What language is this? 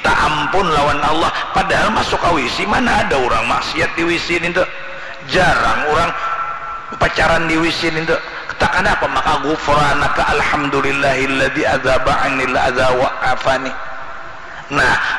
Banjar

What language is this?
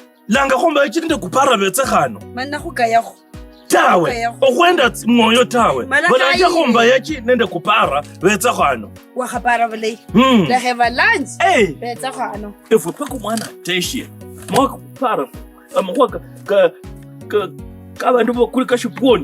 Kabras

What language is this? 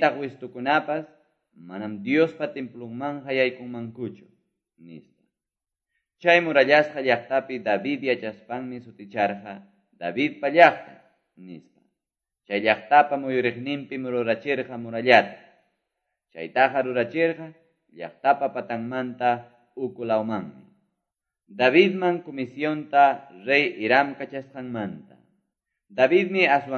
Quechua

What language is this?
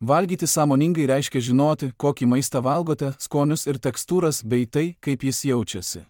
Lithuanian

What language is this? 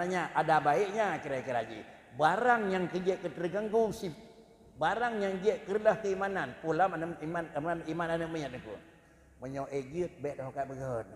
Achinese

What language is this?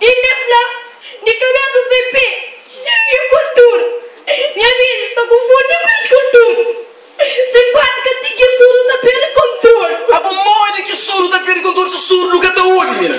Kabuverdianu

